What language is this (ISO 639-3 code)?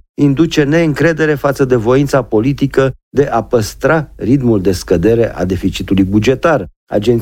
ron